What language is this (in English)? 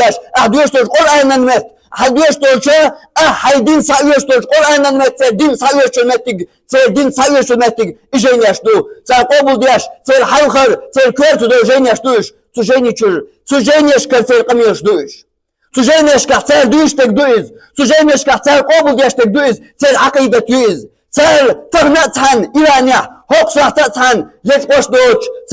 Chechen